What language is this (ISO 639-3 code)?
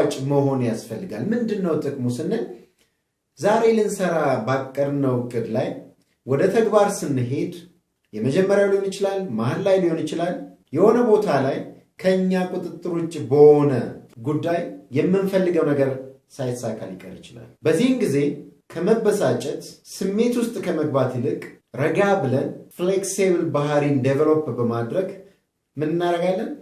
amh